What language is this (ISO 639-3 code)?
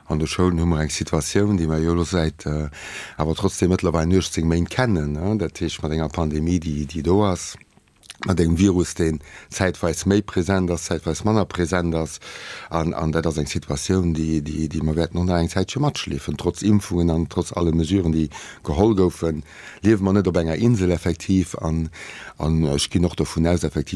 ltz